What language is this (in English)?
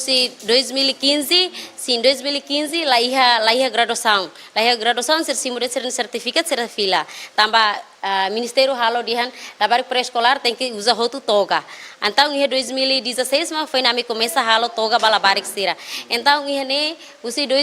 Tetum